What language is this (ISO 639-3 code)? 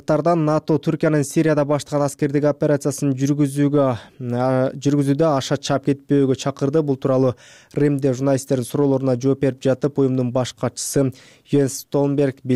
kir